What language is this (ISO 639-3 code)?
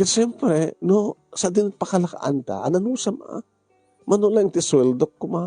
ilo